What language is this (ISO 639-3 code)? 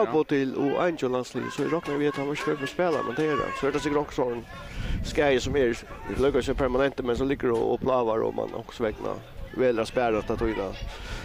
fao